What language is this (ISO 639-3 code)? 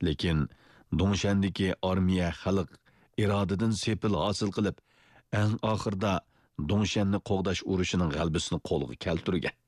uig